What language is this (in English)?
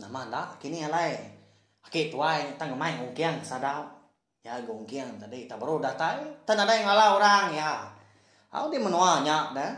Iban